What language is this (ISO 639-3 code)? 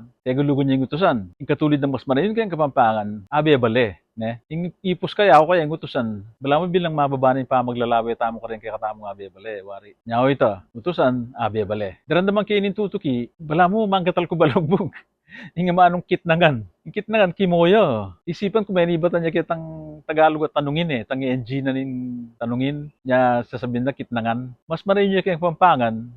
pam